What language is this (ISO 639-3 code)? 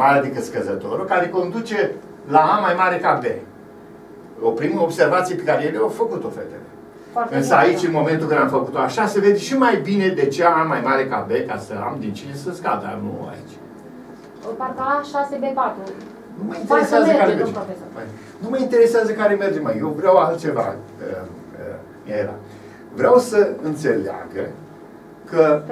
ron